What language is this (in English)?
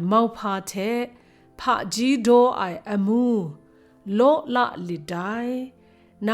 Kachin